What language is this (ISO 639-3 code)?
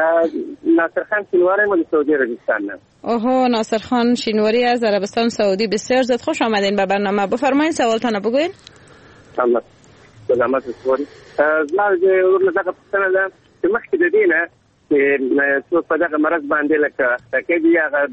fas